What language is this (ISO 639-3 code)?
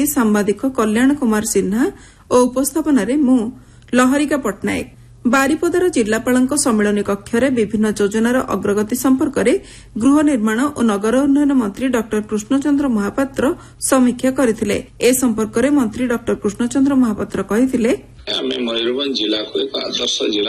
ori